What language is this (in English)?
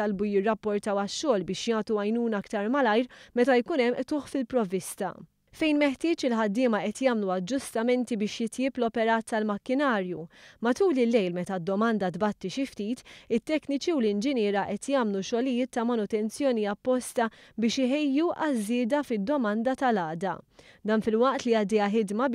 Maltese